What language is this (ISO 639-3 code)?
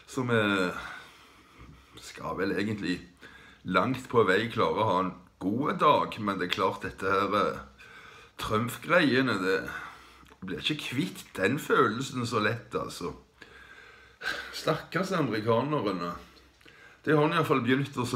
nor